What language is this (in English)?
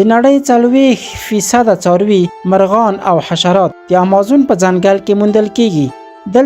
Pashto